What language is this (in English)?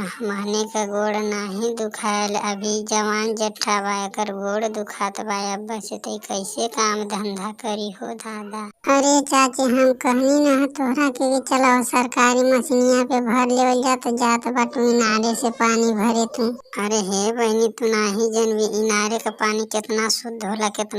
Bhojpuri